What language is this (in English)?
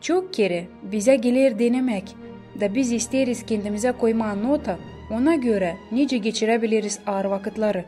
Gagauz